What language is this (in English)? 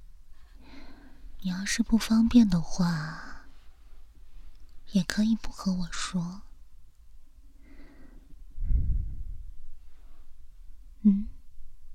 Chinese